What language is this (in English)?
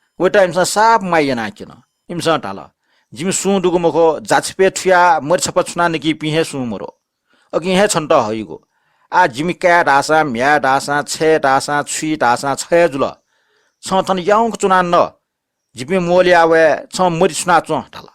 Newari